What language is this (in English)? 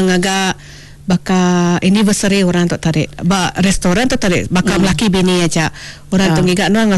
Iban